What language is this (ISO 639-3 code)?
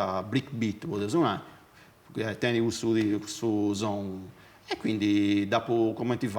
srd